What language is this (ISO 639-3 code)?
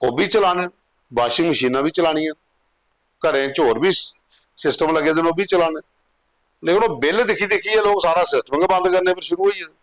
doi